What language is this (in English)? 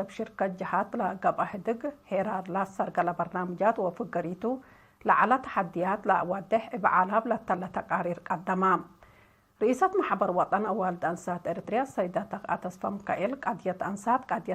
Tigre